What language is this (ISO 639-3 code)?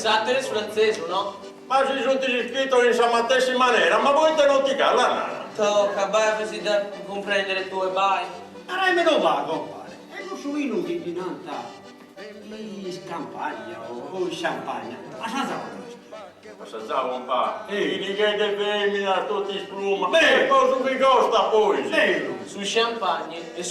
srd